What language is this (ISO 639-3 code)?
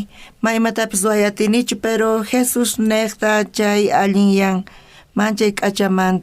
quh